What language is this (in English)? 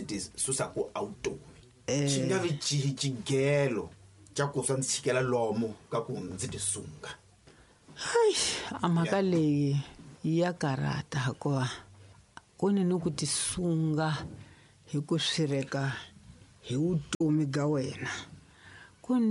Tsonga